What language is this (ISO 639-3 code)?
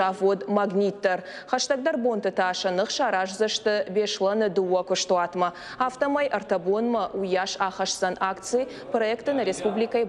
oss